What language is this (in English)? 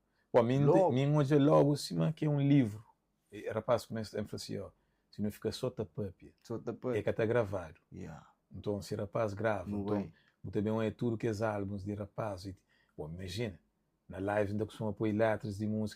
Kabuverdianu